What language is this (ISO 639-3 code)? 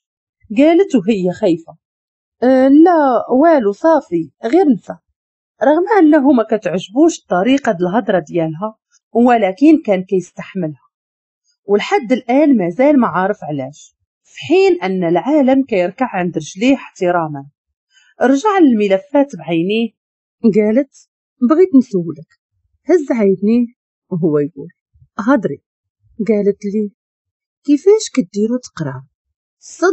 ary